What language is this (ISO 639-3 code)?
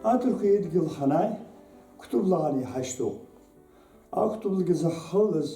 abk